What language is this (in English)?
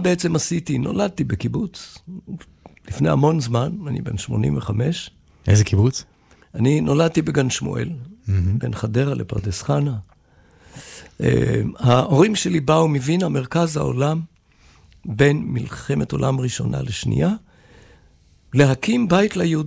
Hebrew